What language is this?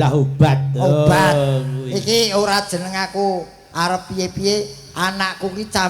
Javanese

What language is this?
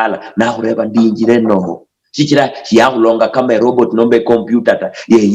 Luyia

